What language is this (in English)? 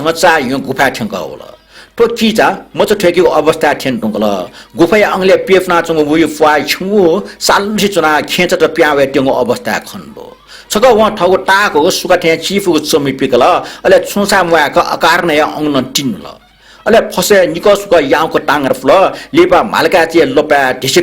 Newari